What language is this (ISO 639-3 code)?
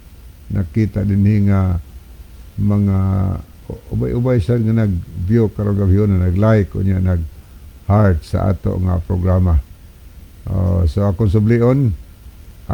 ceb